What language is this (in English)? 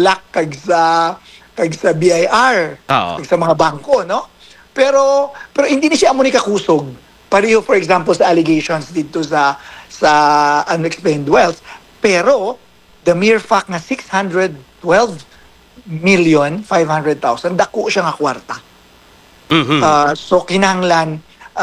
Hiligaynon